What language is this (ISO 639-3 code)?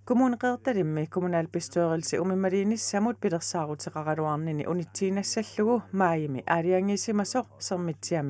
kal